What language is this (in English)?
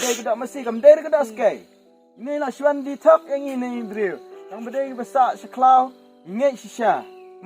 Khasi